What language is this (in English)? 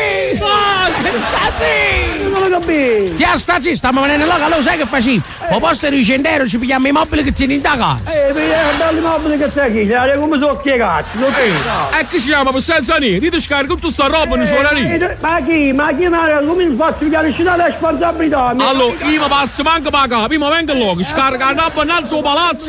Neapolitan